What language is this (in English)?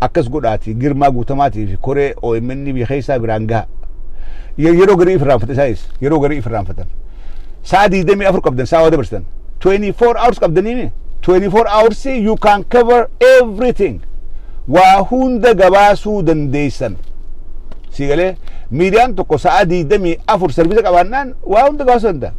Oromo